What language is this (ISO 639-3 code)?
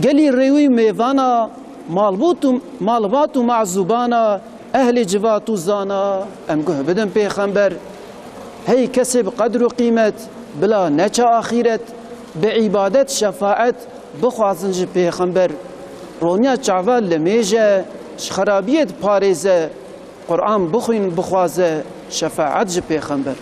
kur